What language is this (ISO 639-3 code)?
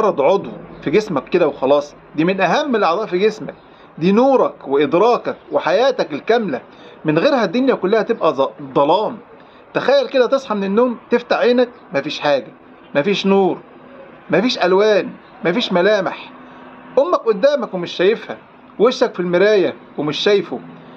arz